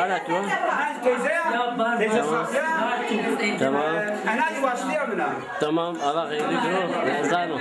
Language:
Zaza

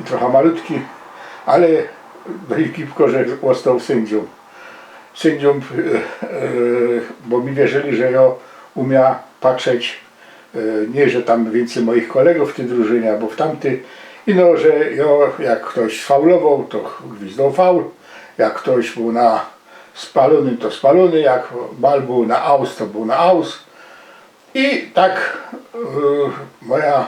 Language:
Silesian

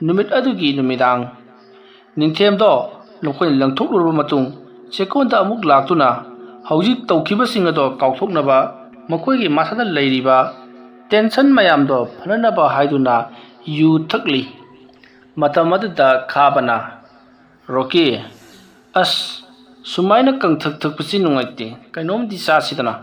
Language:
Manipuri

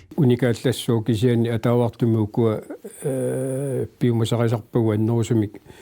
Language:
Kalaallisut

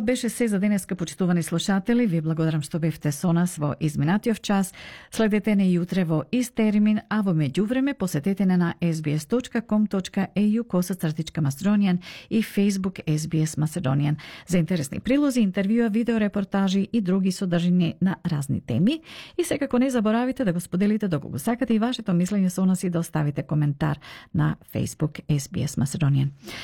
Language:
Macedonian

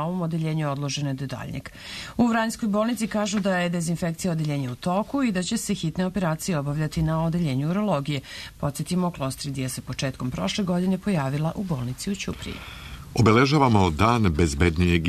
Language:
Serbian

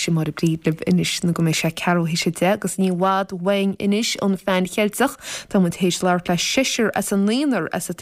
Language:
Irish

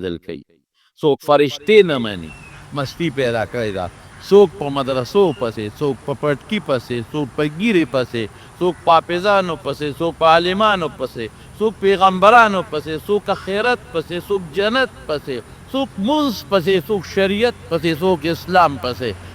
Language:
Pashto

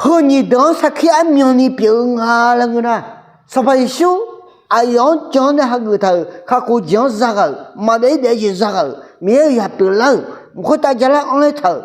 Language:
Akha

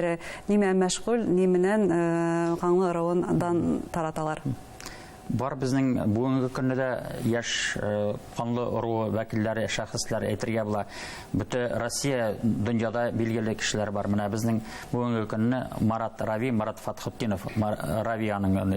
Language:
Bashkir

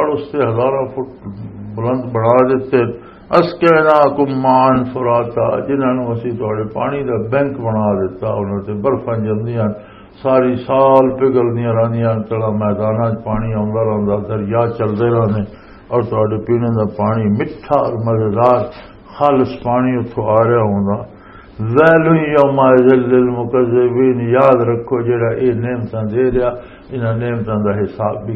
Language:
Western Panjabi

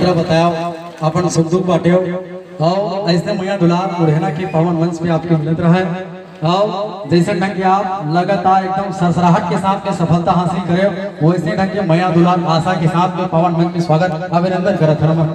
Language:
Chhattisgarhi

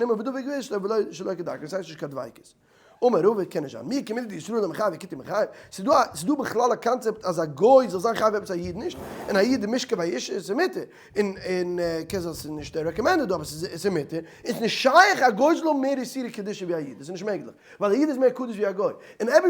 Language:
Yiddish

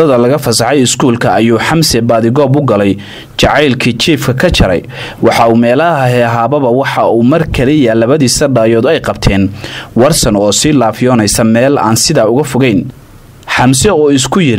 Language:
Somali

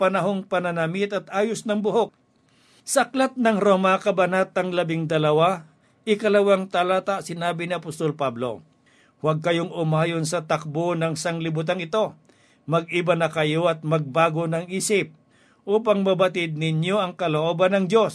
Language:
Filipino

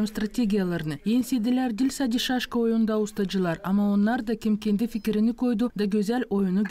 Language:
Gagauz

